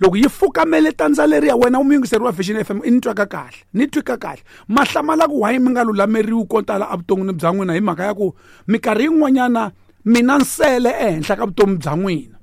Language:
Tsonga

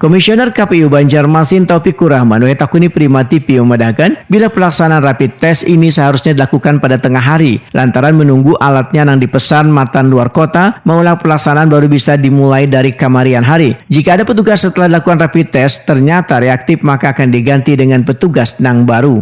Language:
Banjar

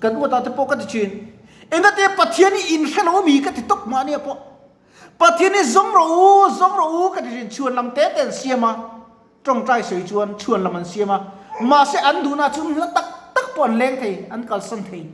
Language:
Mizo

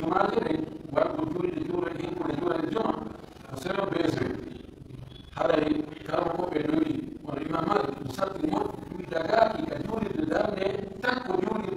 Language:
Pular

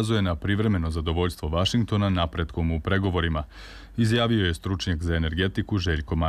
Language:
Serbian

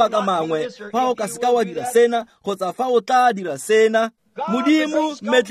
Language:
Tswana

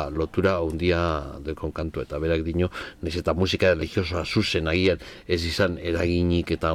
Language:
Basque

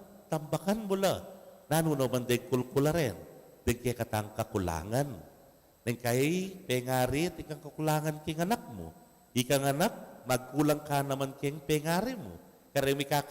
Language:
Pampanga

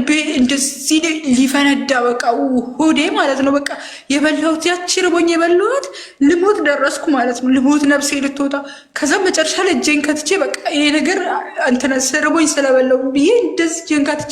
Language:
Amharic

